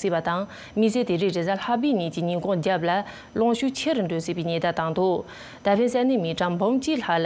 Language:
Tibetan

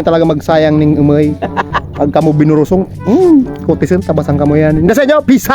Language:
Bikol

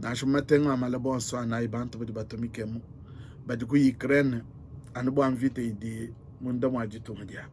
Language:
Luba-Lulua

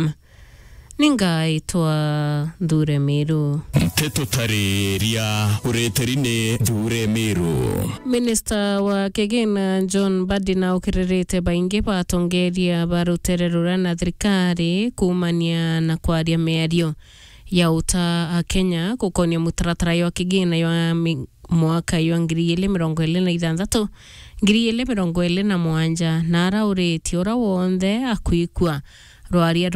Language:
Meru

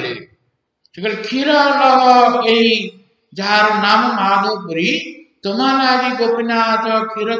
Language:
Odia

